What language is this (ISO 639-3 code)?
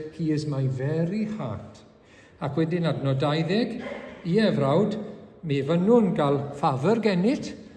cym